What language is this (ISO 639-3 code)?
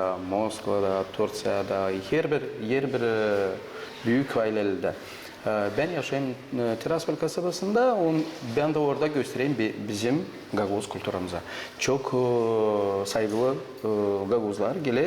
gag